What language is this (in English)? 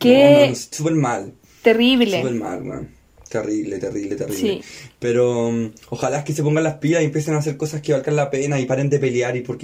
Spanish